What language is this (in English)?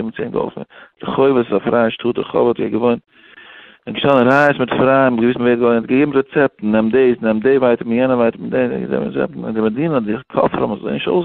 Yiddish